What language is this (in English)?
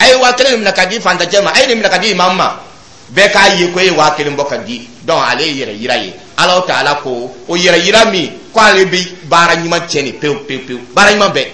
Dyula